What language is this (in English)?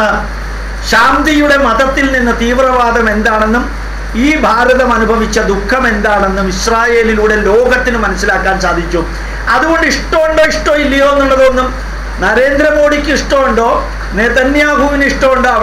Malayalam